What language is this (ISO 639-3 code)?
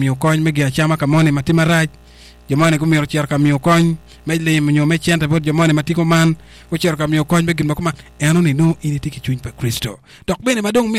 ach